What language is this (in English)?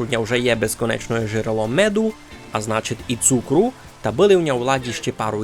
Rusyn